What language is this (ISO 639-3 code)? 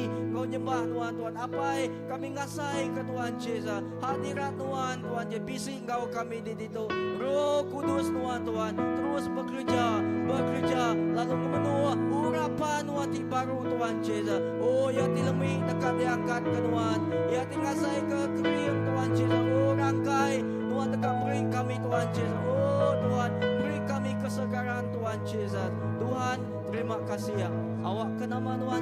iba